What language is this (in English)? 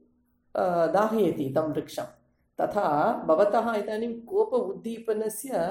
Sanskrit